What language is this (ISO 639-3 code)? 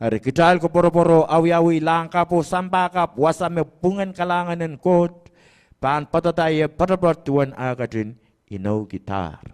pon